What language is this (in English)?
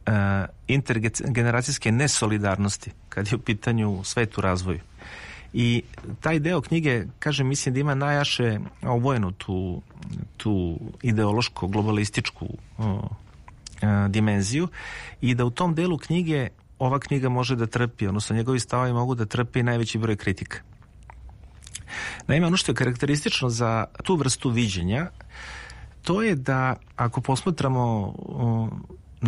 Serbian